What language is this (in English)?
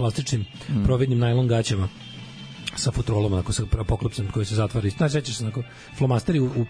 Serbian